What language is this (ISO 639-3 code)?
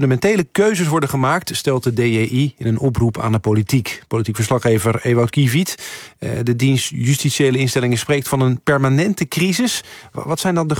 nld